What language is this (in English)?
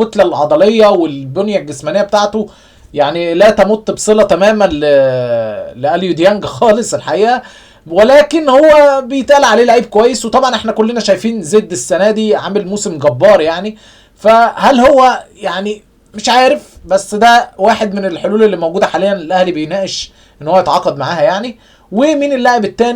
Egyptian Arabic